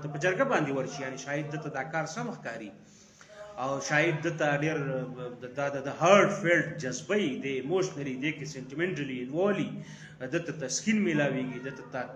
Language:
Pashto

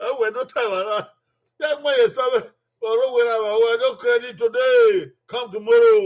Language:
Bini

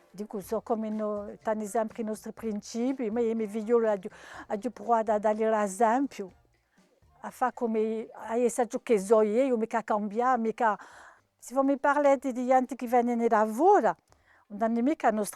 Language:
Corsican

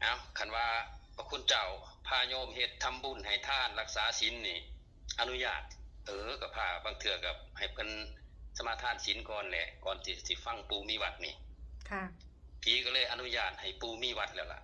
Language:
Northeastern Thai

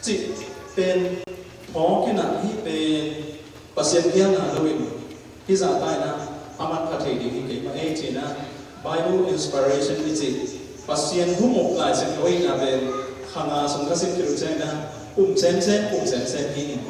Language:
Tedim Chin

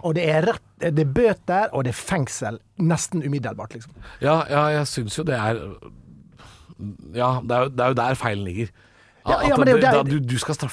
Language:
Norwegian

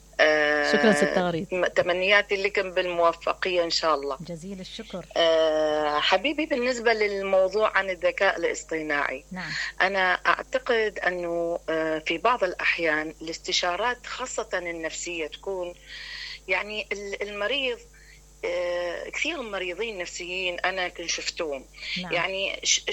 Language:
Mesopotamian Arabic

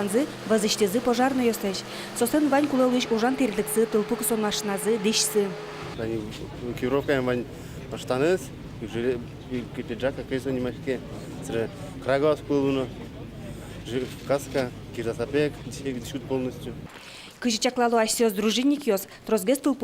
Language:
Udmurt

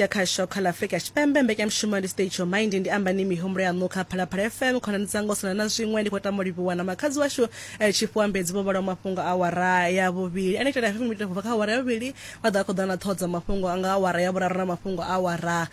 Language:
Venda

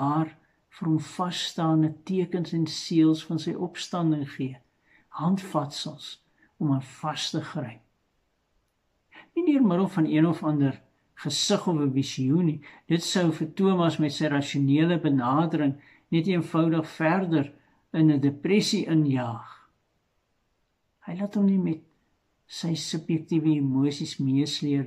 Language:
Afrikaans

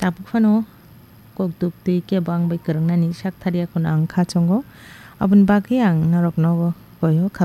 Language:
Kok Borok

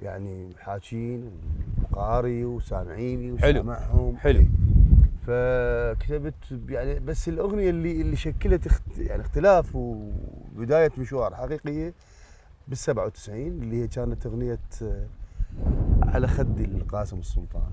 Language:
Mesopotamian Arabic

